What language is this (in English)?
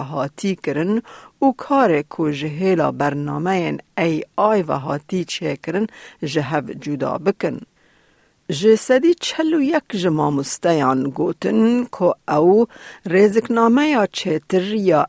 Kurdish